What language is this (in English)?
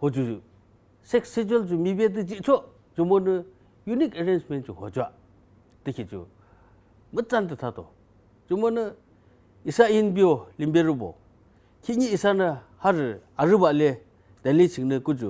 Yimchungru Naga